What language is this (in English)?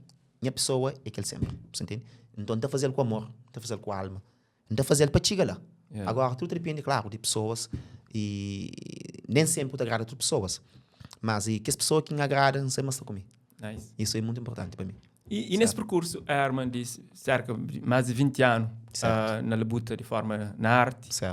Kabuverdianu